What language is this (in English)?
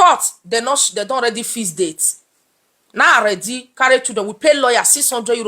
Nigerian Pidgin